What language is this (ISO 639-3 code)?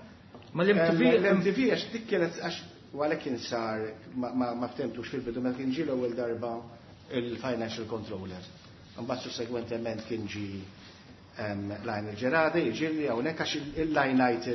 mlt